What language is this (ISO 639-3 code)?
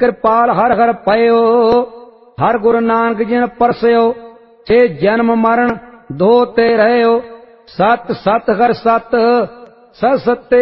pan